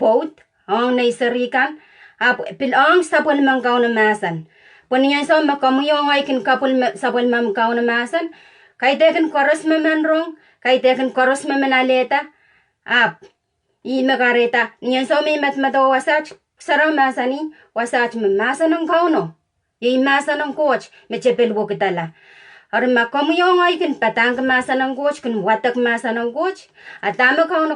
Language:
Pohnpeian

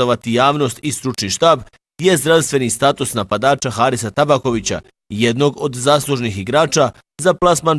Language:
Bosnian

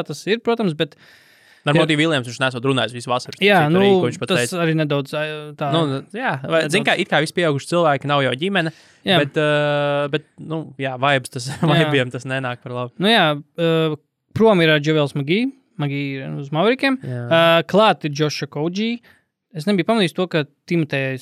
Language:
Latvian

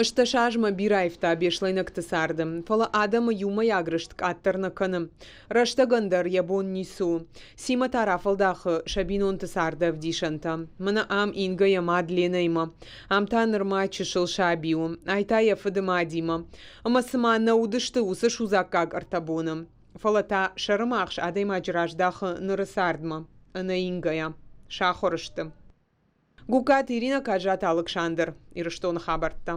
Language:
Ossetic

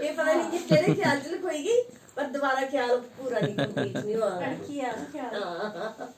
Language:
Dogri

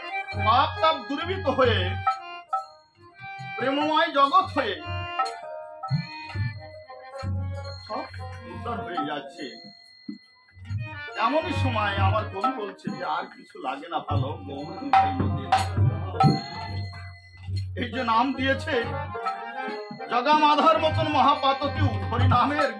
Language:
Bangla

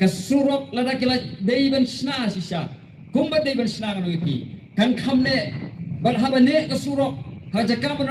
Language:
Khasi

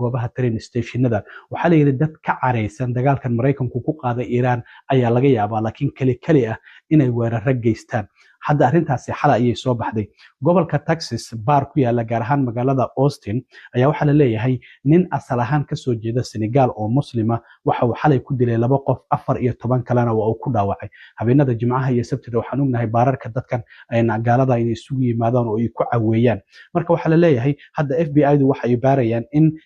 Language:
Somali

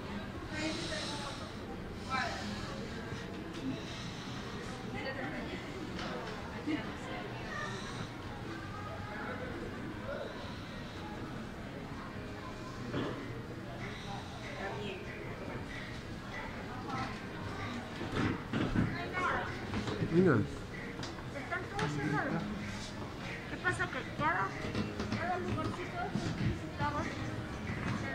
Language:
Spanish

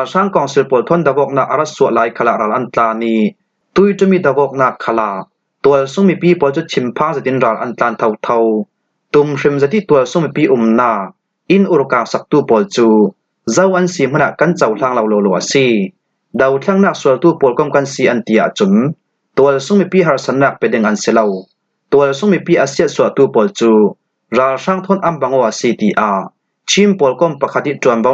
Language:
Falam Chin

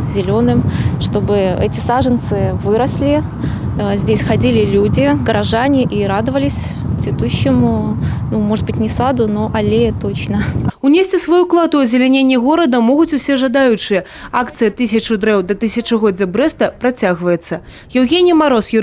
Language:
Belarusian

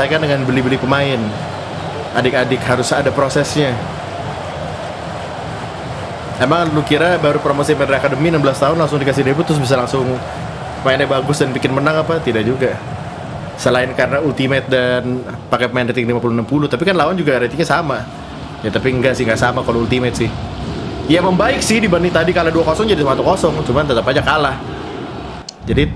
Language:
Indonesian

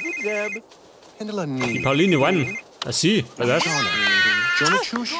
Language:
Bavarian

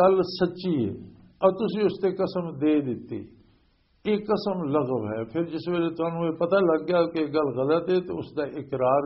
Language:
Western Panjabi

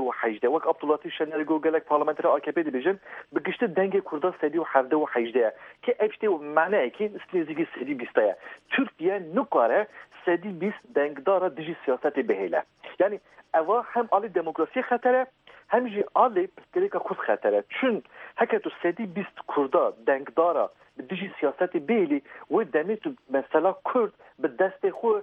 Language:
Kurdish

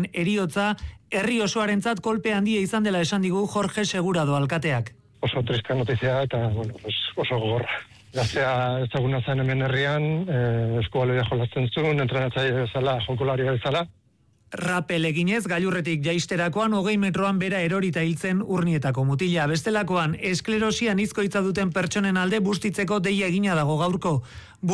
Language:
Basque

